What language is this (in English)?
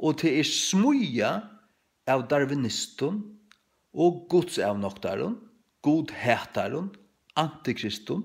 Faroese